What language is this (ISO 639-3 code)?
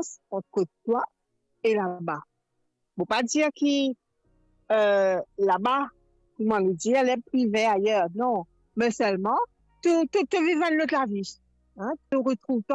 mfe